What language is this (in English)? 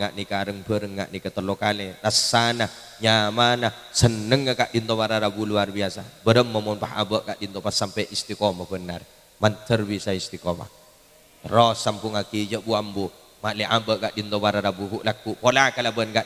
Madurese